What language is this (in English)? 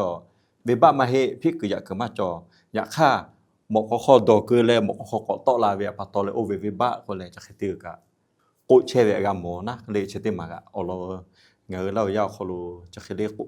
Lahu